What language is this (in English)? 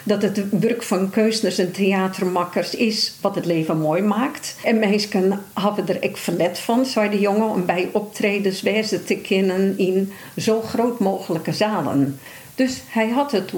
Western Frisian